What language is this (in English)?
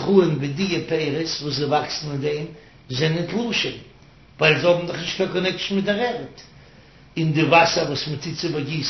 Yiddish